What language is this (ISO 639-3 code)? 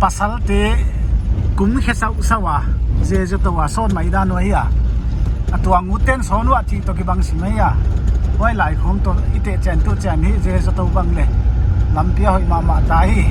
pck